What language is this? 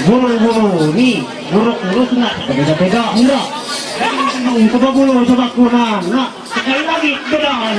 Ma'anyan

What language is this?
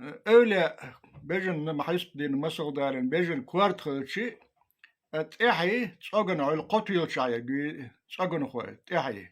Chechen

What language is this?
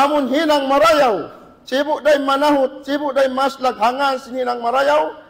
Tausug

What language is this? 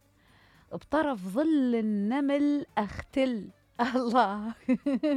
Mesopotamian Arabic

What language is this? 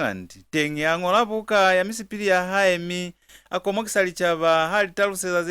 Lozi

